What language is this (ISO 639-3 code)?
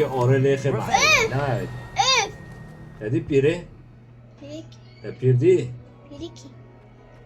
kur